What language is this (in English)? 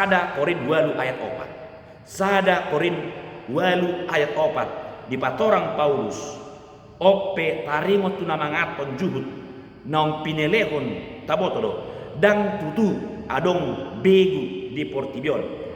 Batak Toba